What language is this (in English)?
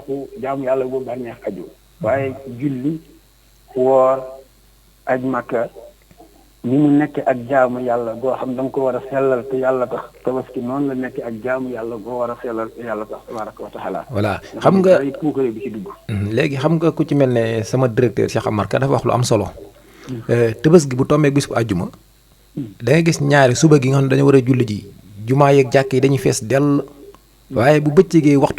Wolof